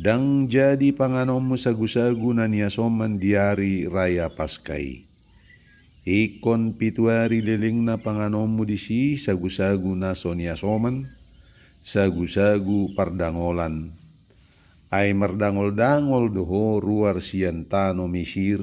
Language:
Batak Toba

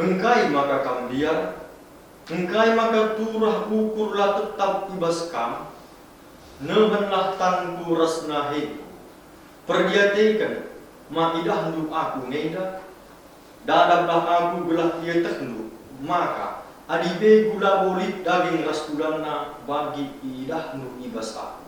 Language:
Batak Karo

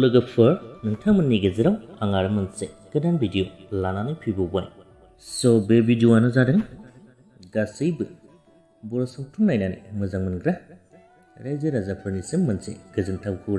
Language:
Bodo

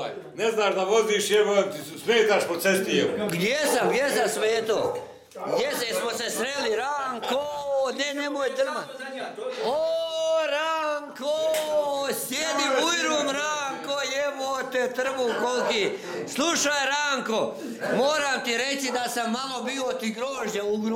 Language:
Croatian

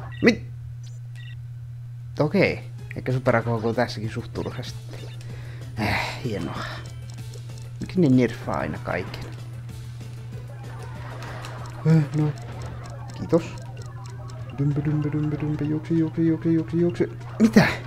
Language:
Finnish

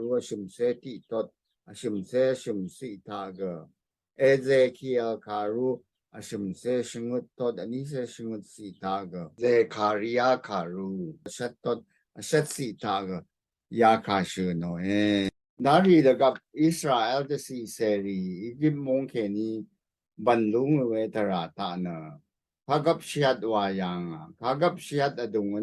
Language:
Rawang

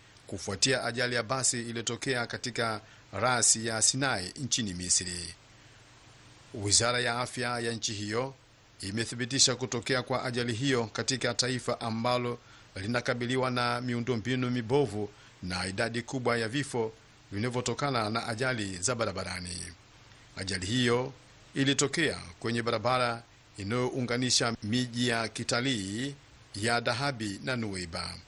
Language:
Swahili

